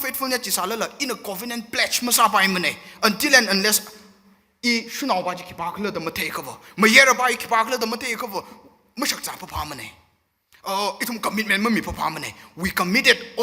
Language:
Tangkhul Naga (India)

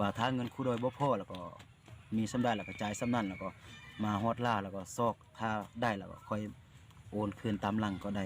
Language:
Lao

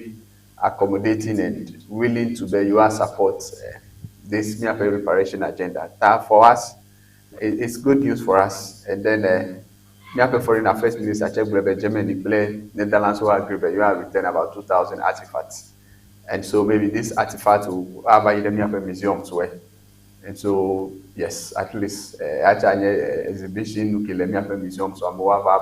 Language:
Ewe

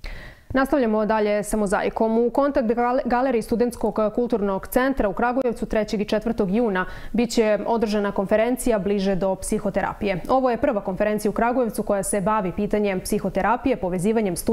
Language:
Serbian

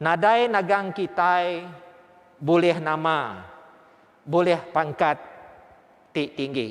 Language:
Iban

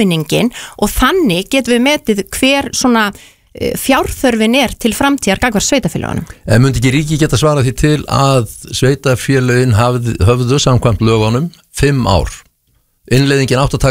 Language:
Icelandic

